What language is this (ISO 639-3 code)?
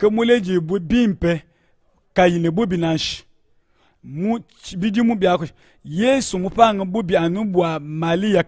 lua